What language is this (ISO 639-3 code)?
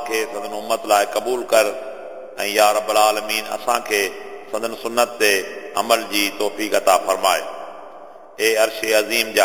snd